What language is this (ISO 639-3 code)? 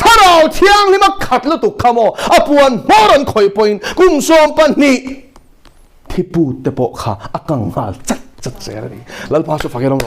lus